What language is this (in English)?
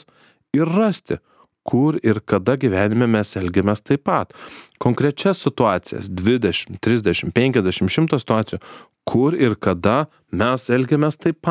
Lithuanian